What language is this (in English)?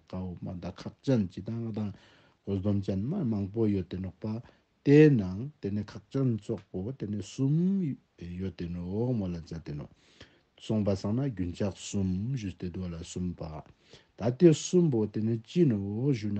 Ladakhi